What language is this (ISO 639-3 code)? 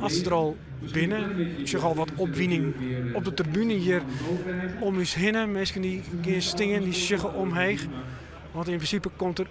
fry